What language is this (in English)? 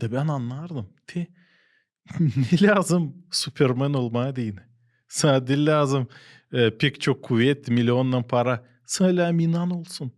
Gagauz